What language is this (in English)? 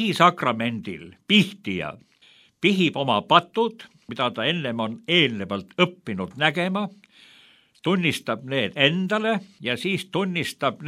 Estonian